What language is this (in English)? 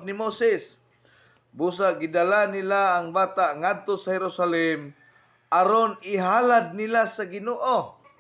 Cebuano